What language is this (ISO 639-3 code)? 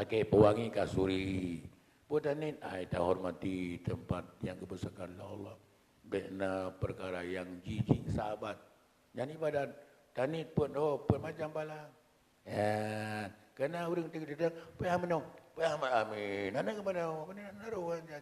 ace